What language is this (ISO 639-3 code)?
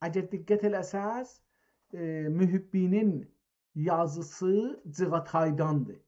azb